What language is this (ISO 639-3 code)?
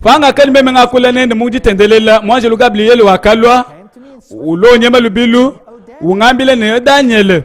lua